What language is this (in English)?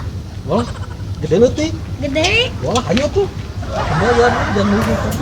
Sundanese